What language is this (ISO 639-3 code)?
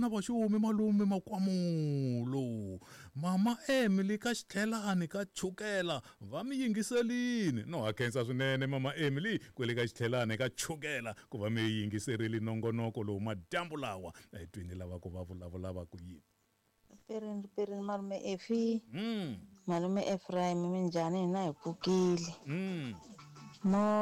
tso